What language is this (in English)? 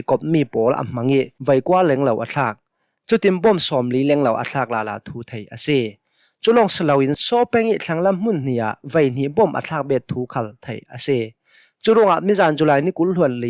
Hakha Chin